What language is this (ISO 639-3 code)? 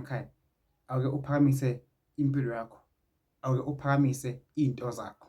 zul